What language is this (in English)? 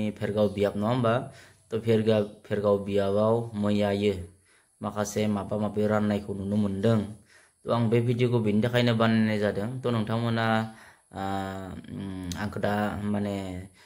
Bodo